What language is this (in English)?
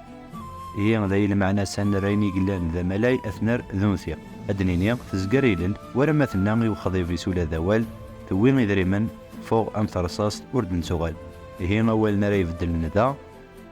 Kabyle